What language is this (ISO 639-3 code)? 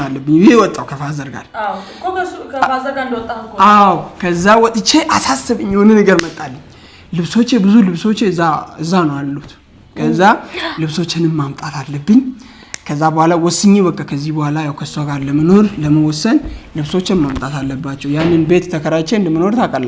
amh